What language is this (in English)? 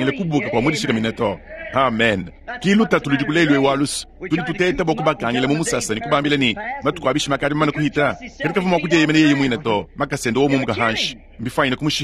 Luba-Lulua